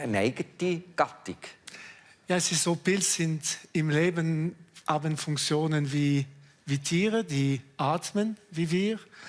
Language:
Swiss German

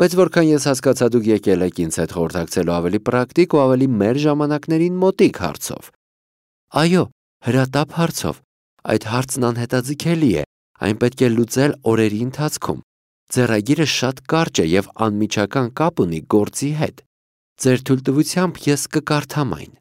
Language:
Armenian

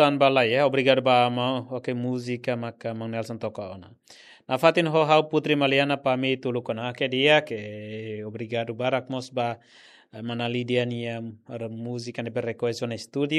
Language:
Tetum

